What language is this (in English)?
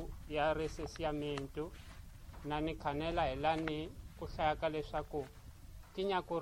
Tsonga